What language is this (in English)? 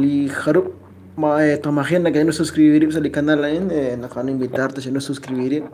Kekchí